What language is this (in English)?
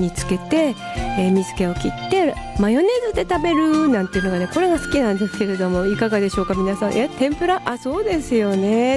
Japanese